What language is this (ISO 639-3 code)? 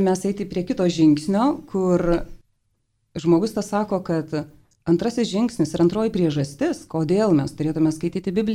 lit